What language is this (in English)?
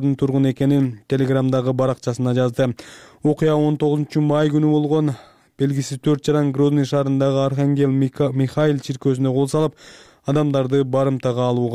Kyrgyz